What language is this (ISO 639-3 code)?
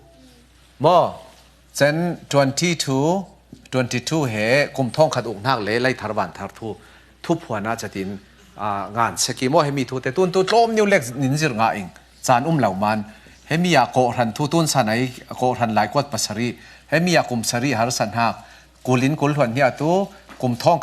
cfm